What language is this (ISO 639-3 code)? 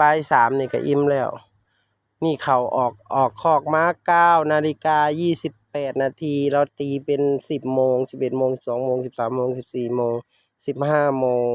tts